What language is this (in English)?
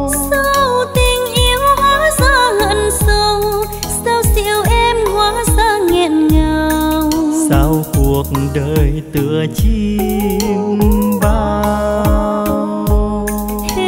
Vietnamese